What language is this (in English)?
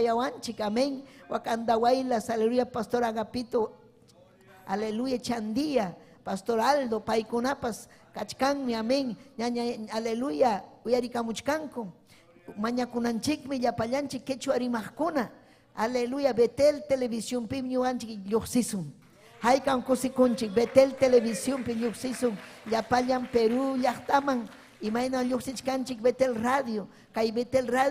Ayacucho Quechua